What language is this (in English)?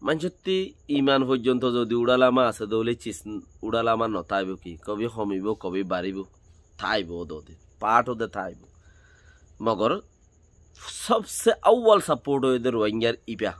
Rohingya